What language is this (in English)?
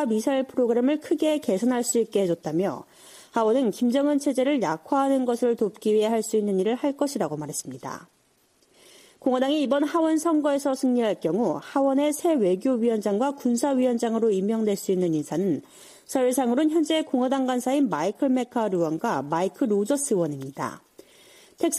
Korean